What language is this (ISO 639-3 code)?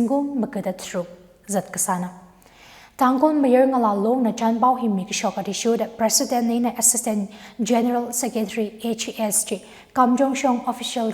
nmf